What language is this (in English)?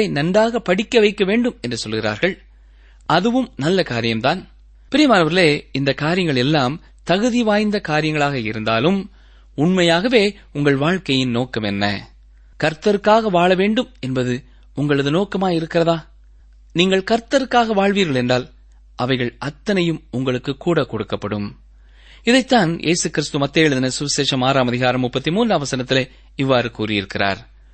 Tamil